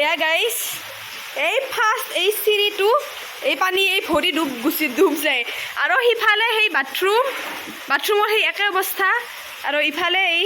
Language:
Assamese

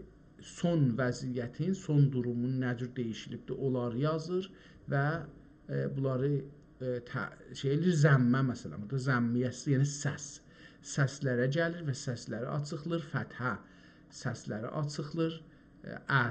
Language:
South Azerbaijani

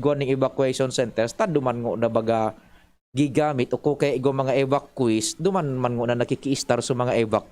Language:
Bikol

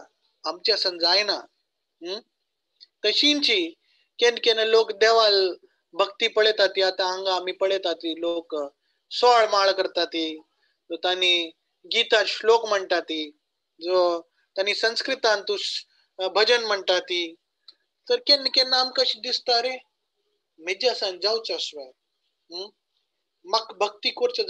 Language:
Konkani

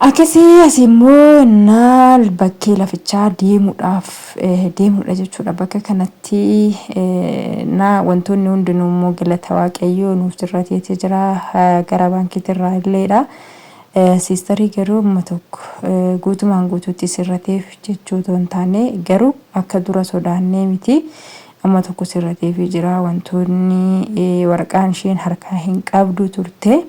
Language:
Oromo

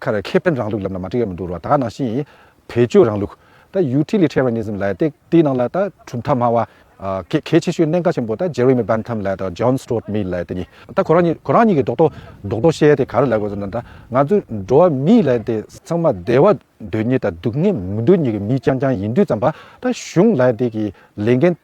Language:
Tibetan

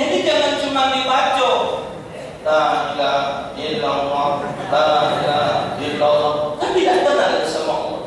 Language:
Musi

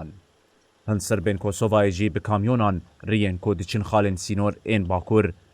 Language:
Kurdish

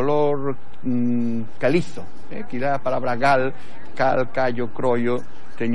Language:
Galician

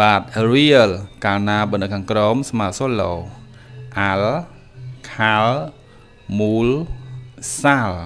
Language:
Khmer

